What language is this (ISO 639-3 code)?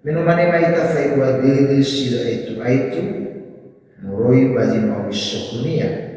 nia